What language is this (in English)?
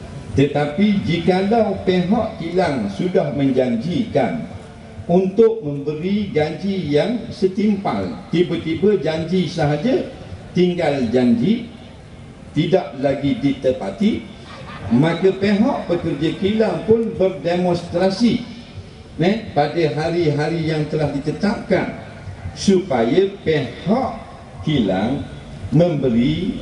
Malay